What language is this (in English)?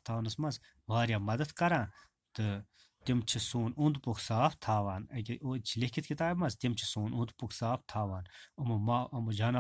Kashmiri